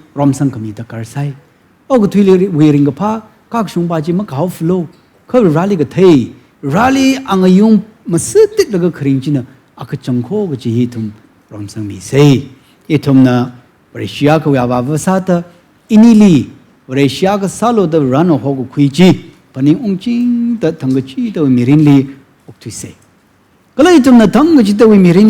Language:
Tangkhul Naga (India)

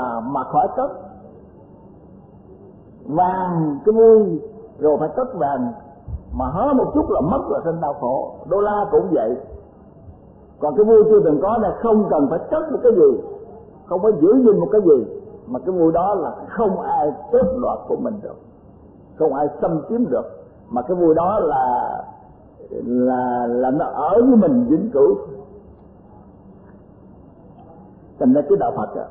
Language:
Vietnamese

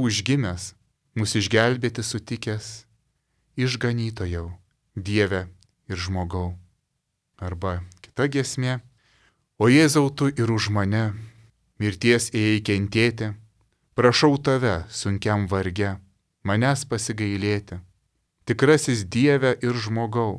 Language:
Lithuanian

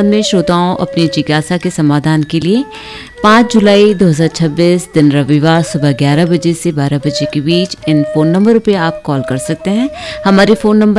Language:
Hindi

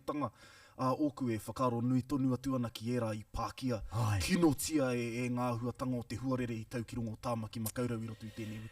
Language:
Māori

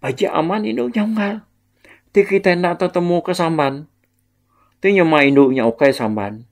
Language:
Iban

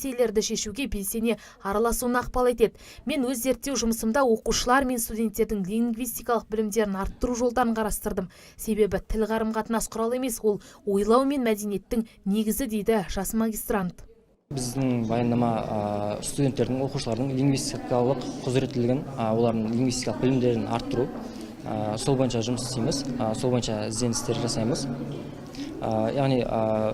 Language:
Kazakh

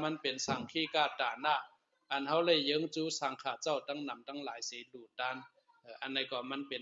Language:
Shan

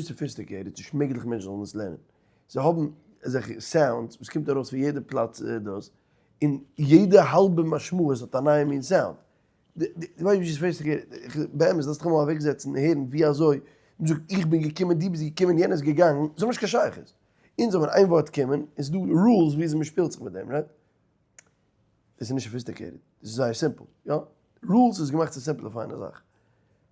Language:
Yiddish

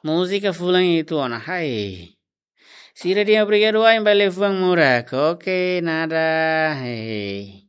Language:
Tetum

